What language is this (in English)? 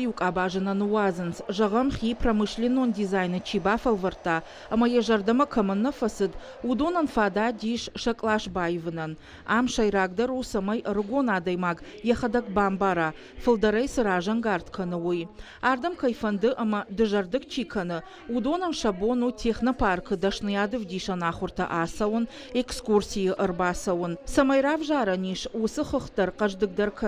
Ossetic